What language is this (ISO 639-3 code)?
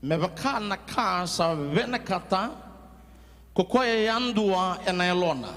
fij